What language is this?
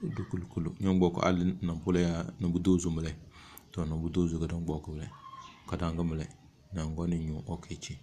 Tem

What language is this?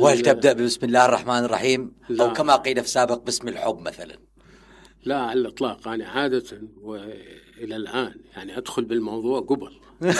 Mesopotamian Arabic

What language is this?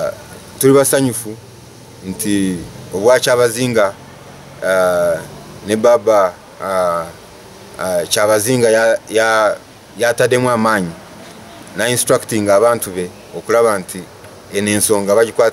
Soga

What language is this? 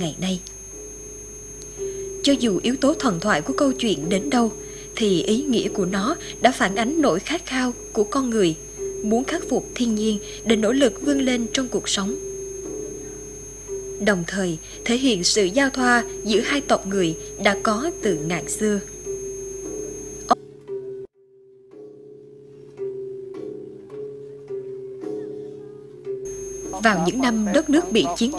Vietnamese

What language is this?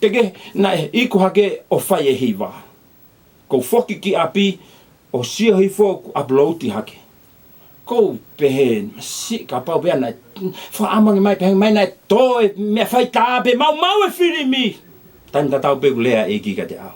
Tongan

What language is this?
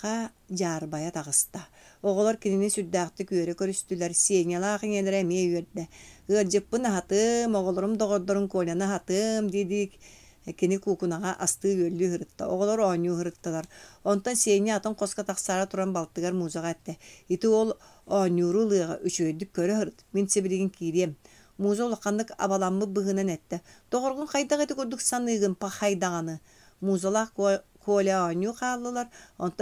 Yakut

